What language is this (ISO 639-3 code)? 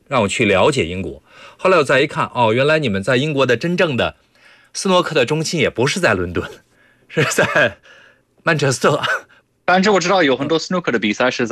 zho